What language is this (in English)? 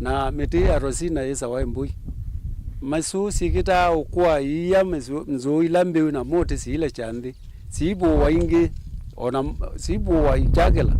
Kamba